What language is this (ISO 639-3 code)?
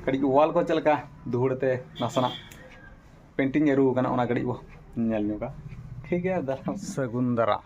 sat